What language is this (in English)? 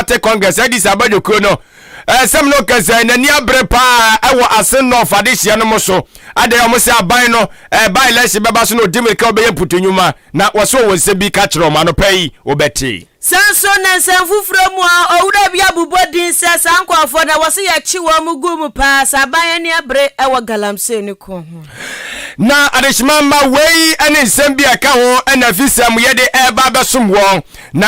Akan